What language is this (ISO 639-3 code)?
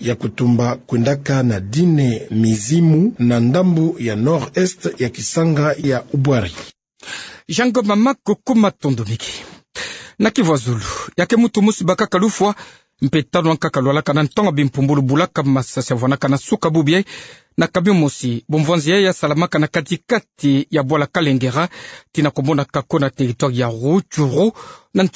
ktu